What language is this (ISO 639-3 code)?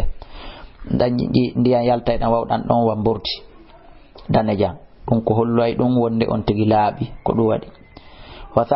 ful